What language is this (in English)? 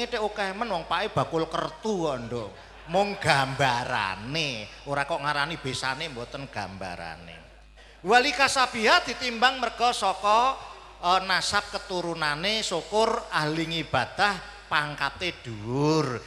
Javanese